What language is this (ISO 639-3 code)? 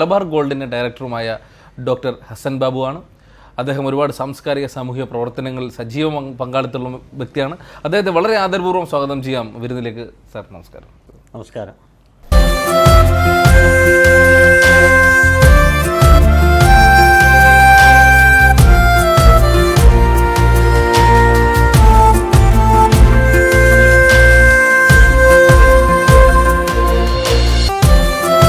mal